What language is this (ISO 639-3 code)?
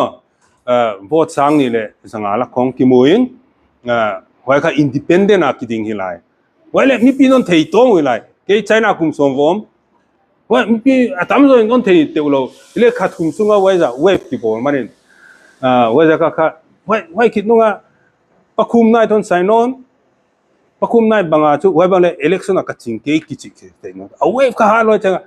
pck